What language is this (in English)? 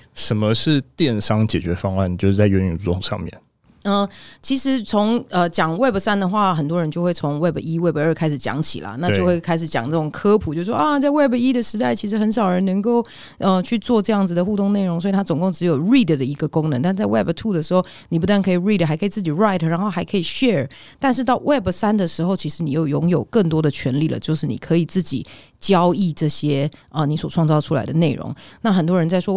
Chinese